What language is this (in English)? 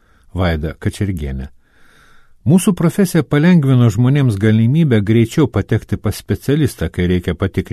Lithuanian